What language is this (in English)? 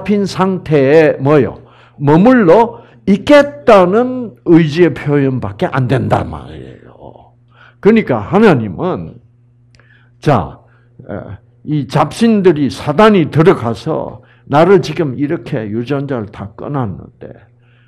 Korean